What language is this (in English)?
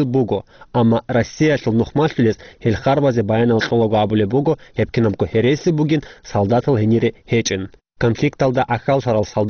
Avaric